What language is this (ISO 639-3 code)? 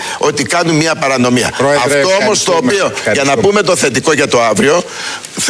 ell